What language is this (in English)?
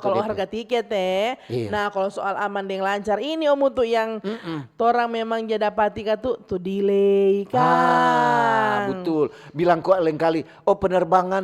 Manado Malay